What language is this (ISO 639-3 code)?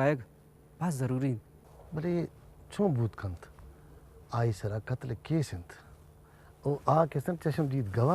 bgp